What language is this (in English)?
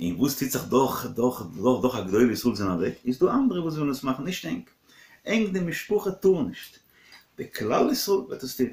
Yiddish